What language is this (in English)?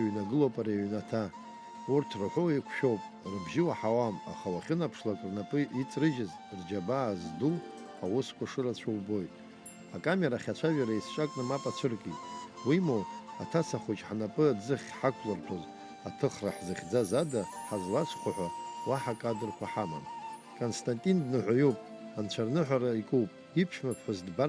Abkhazian